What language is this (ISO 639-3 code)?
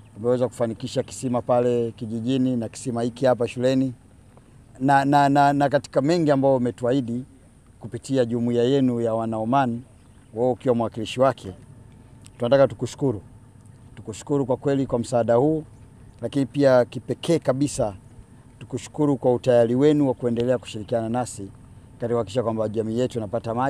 swa